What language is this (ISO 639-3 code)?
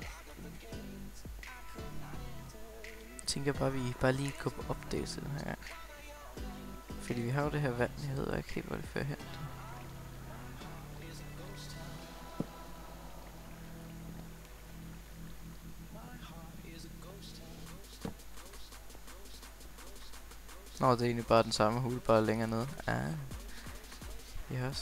dan